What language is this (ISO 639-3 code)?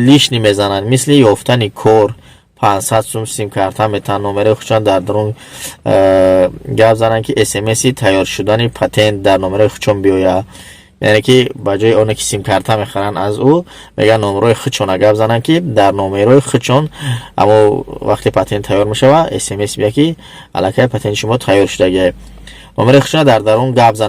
tgk